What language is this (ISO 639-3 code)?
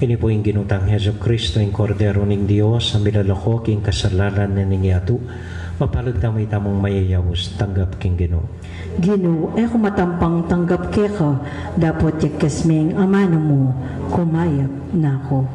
pam